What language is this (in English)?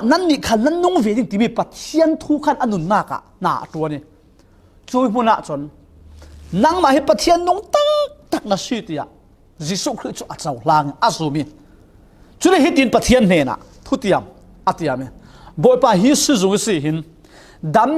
Falam Chin